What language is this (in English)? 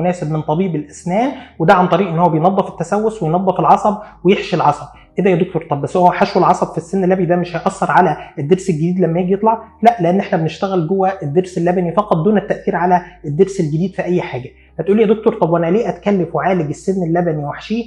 Egyptian Arabic